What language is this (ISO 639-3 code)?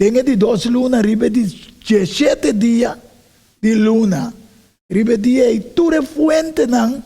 pap